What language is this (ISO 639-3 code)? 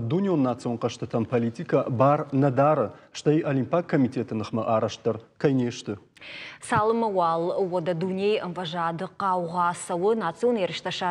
oss